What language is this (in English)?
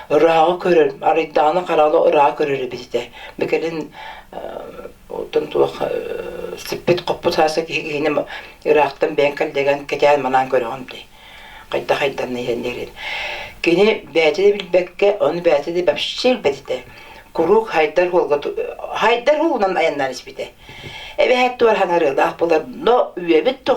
Yakut